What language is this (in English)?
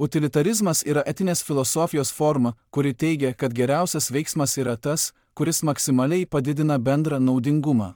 Lithuanian